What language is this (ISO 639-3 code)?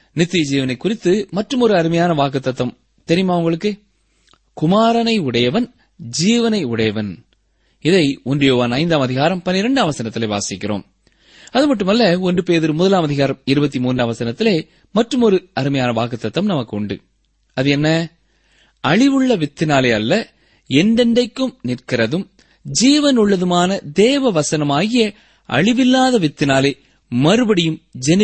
tam